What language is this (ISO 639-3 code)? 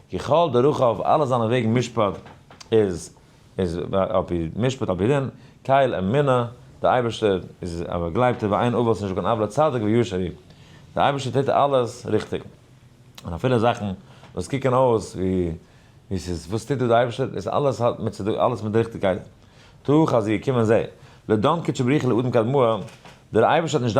yid